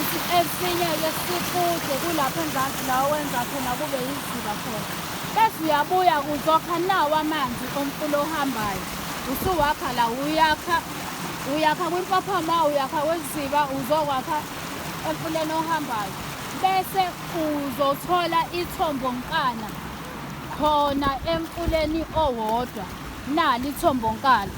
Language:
Zulu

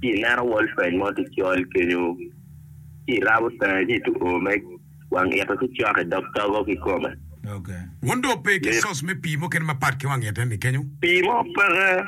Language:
Acoli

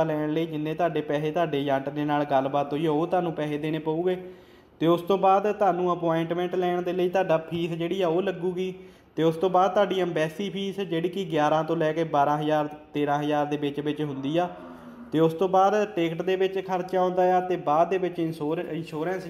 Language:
Punjabi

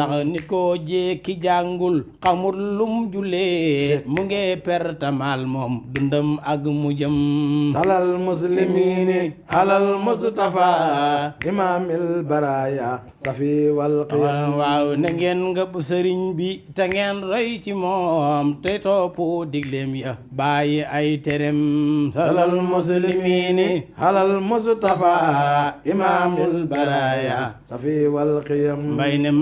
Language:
Wolof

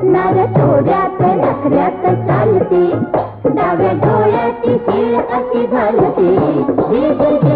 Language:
Marathi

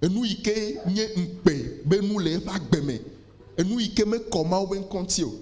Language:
Ewe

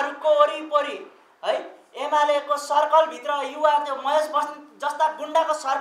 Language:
Nepali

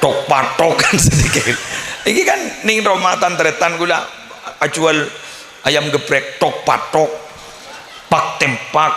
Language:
Madurese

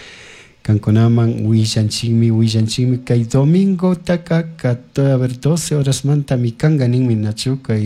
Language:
Chimborazo Highland Quichua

